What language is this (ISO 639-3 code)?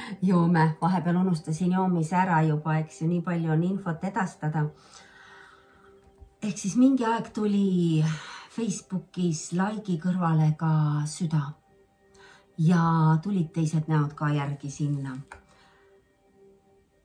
est